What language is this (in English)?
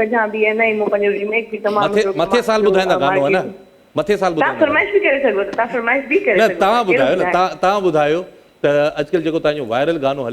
Sindhi